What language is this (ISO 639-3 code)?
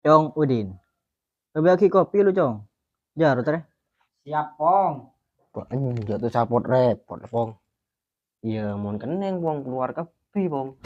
mad